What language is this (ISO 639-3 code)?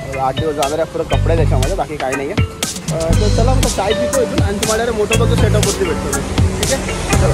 mar